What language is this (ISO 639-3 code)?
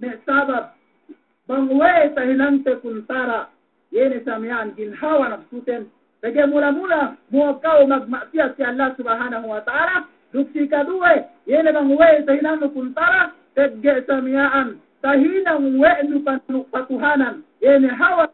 yka